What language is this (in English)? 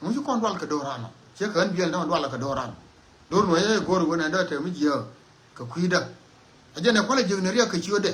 Nuer